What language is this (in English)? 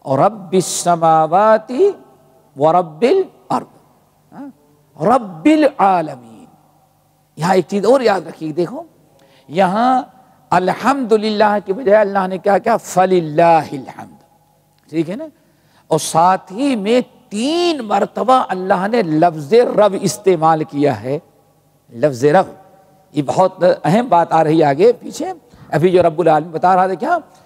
Urdu